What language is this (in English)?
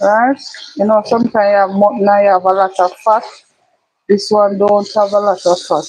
Jamaican Creole English